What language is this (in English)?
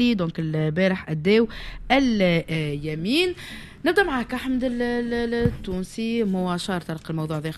Tunisian Arabic